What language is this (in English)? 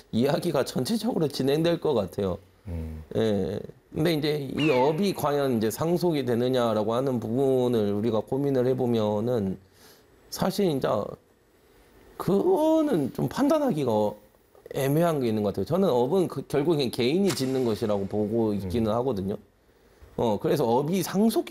Korean